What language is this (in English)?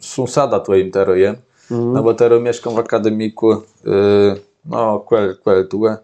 Kashubian